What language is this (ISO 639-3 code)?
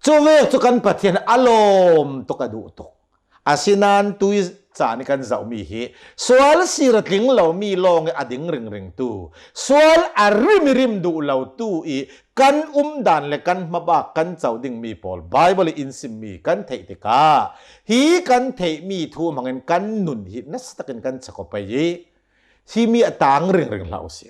cnh